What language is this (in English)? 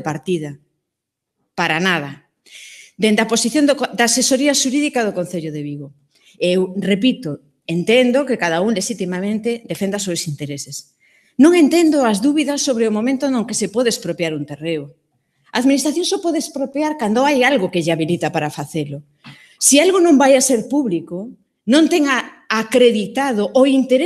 Galician